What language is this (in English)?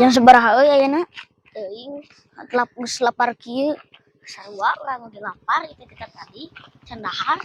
Sundanese